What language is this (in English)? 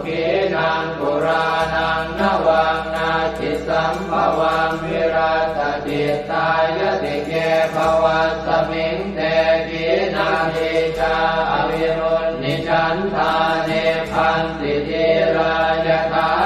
Pali